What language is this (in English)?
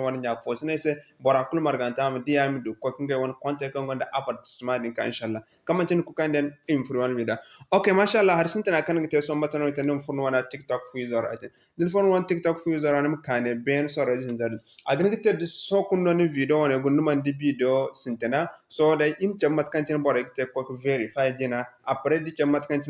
Zarma